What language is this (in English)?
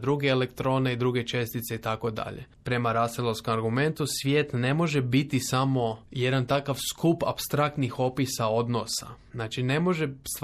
Croatian